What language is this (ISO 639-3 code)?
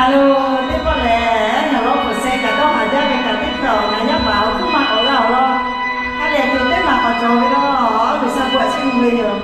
lhu